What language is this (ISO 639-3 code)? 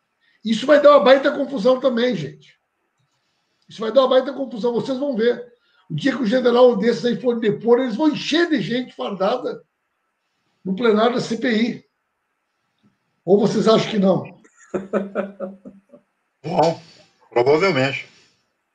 por